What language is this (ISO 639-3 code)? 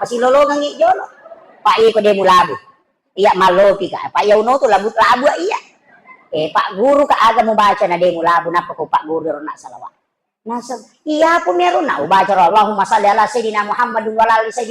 bug